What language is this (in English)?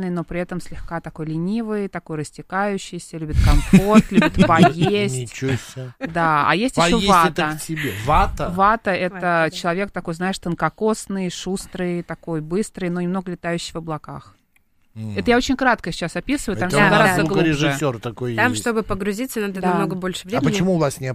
Russian